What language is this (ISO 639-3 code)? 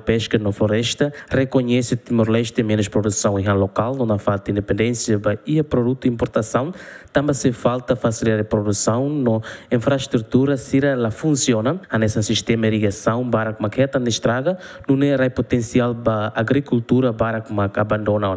tet